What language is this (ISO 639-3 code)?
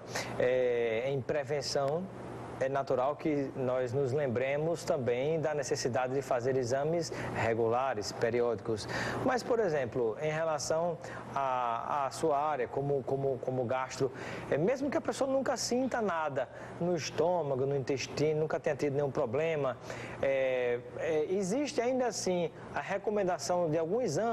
por